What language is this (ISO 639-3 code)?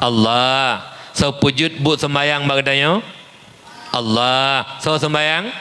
ace